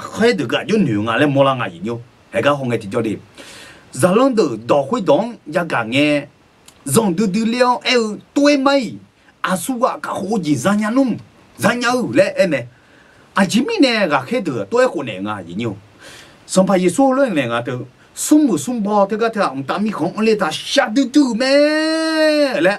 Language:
Akha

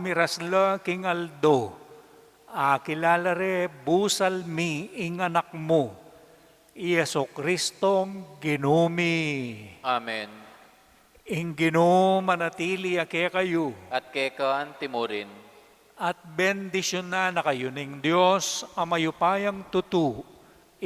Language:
Pampanga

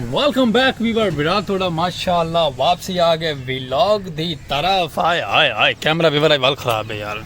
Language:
Saraiki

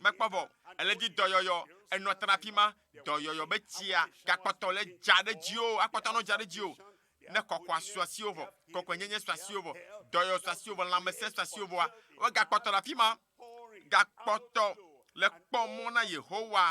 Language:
Ewe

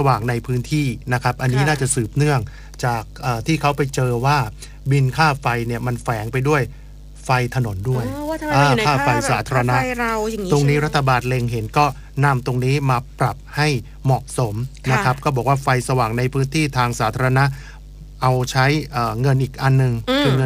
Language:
Thai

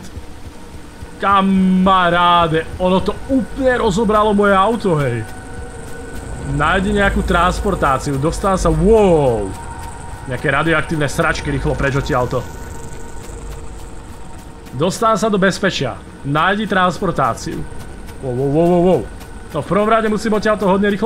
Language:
Slovak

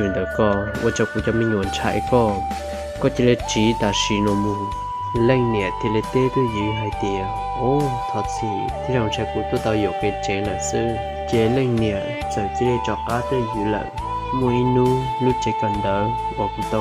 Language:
Hmong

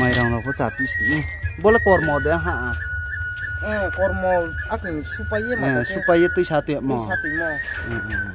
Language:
Riang (India)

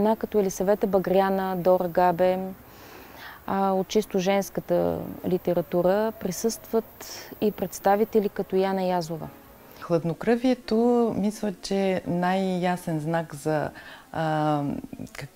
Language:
Bulgarian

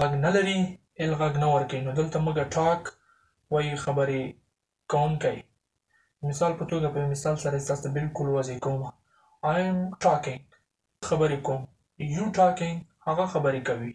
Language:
Pashto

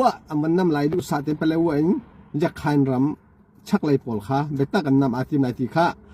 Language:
Hakha Chin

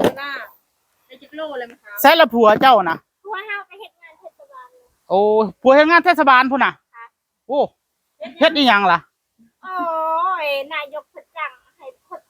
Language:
Northeastern Thai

